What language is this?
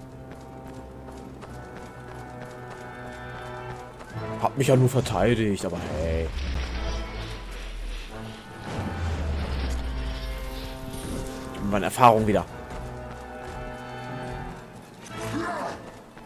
German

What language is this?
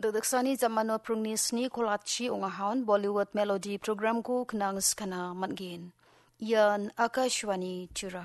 Garo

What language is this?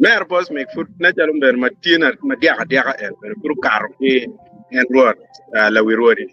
Acoli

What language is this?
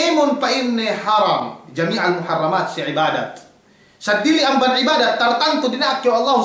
Yakan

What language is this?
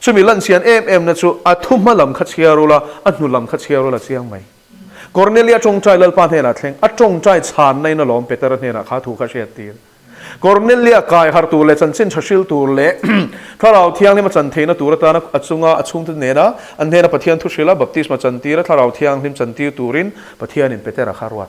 Mizo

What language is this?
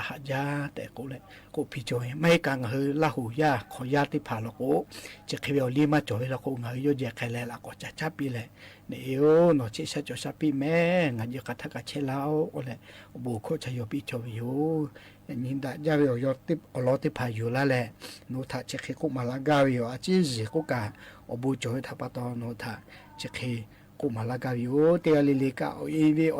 Lahu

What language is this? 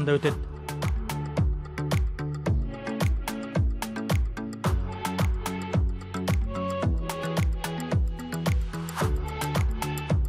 Kazakh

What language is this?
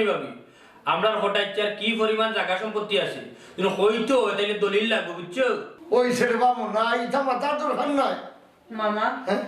Sylheti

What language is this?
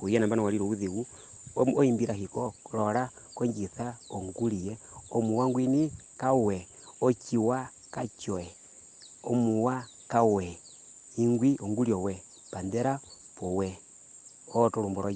Herero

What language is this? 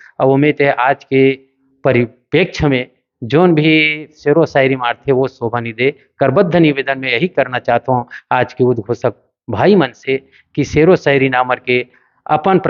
Chhattisgarhi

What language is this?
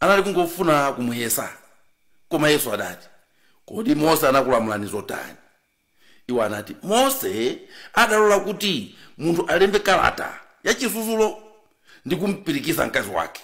Nyanja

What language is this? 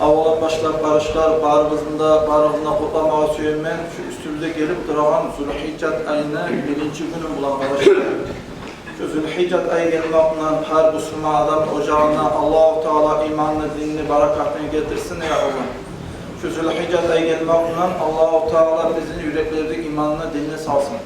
Kumyk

